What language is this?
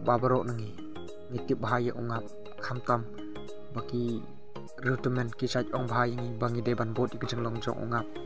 Khasi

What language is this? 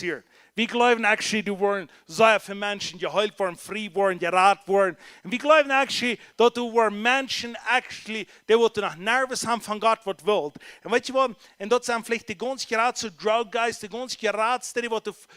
Plautdietsch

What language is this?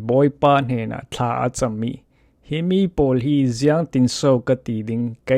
Falam Chin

